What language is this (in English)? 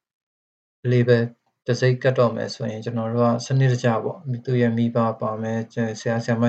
Burmese